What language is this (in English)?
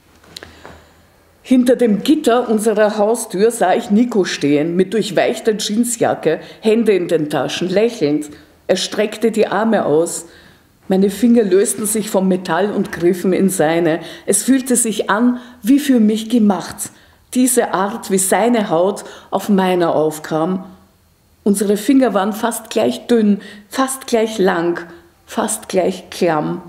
German